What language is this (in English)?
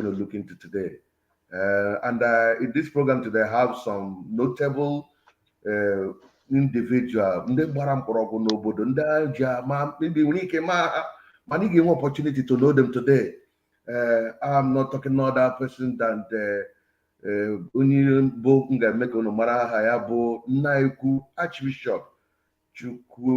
Igbo